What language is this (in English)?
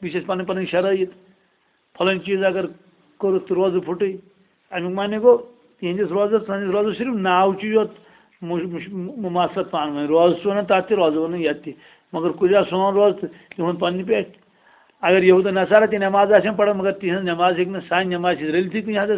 Kashmiri